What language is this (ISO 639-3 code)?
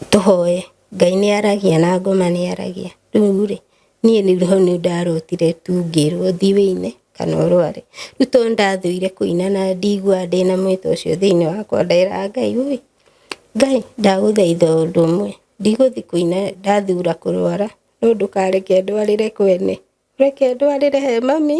kik